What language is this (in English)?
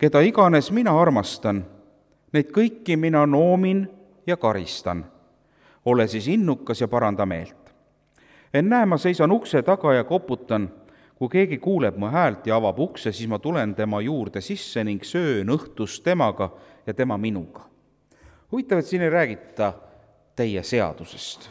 Estonian